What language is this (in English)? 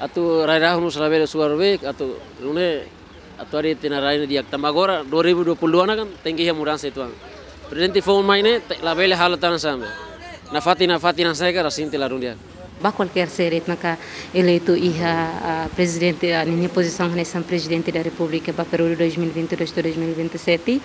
Tetum